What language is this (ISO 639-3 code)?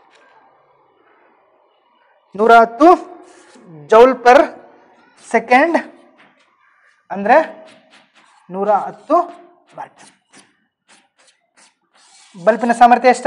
kan